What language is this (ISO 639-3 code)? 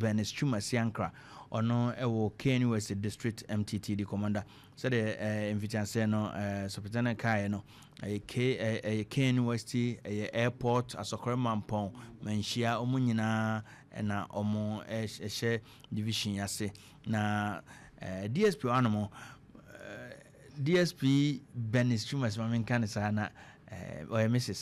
aka